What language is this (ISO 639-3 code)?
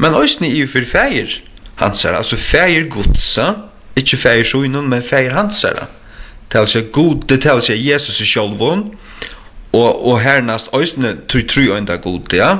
fao